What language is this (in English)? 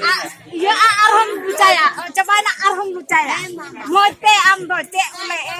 Santali